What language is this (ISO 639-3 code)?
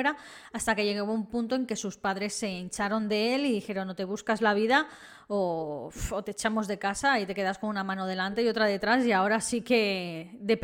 spa